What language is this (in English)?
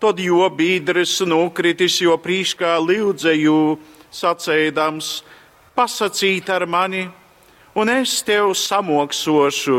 Latgalian